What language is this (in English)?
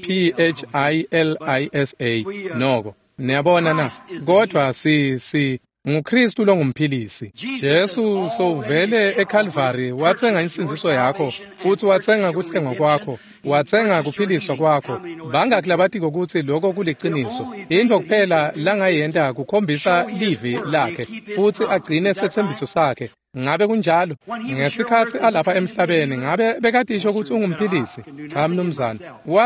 Swati